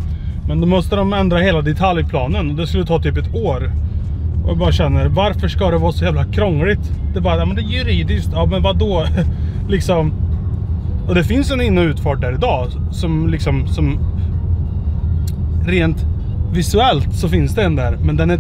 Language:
Swedish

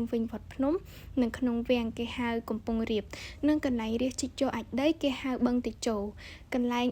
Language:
Khmer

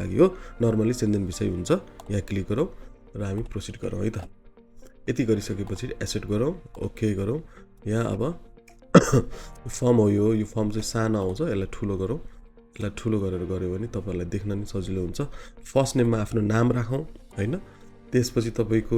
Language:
Nepali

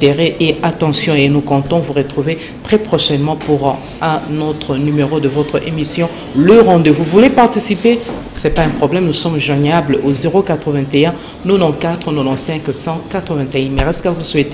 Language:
French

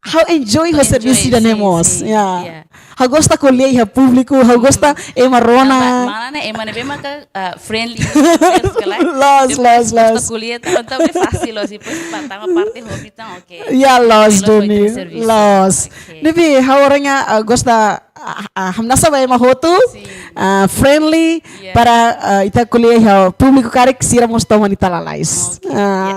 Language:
Tetum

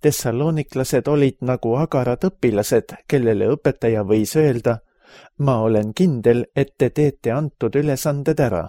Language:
Estonian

